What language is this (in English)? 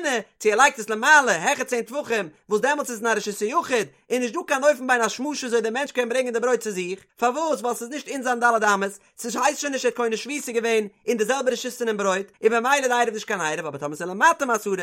Yiddish